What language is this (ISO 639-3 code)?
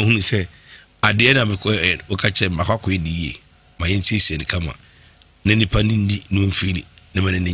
aka